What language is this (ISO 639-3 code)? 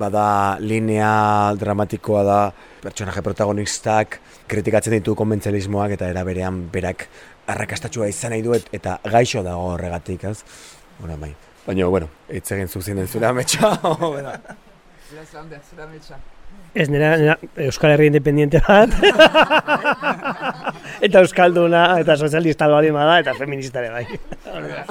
eus